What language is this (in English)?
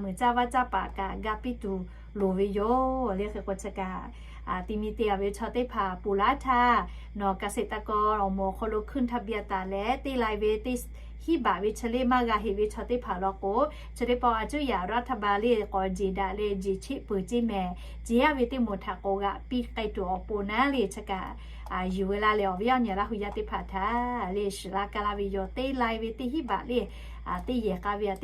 Lahu